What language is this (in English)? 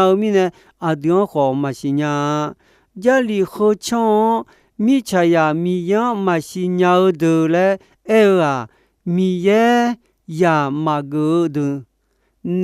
Akha